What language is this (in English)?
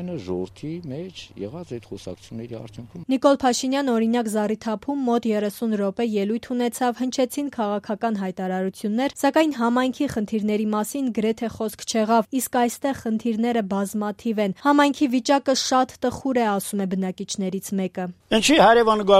Armenian